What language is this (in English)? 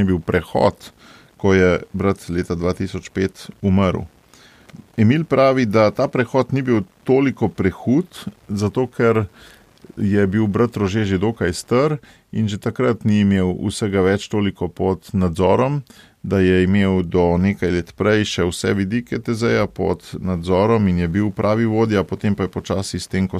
Slovenian